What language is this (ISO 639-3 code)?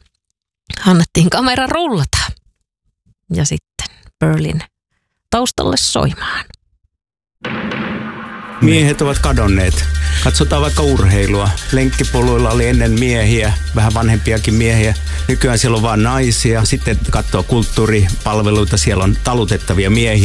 fin